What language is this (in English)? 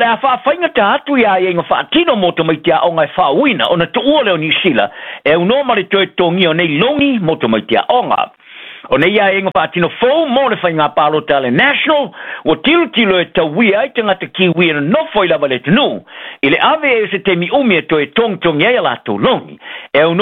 Samoan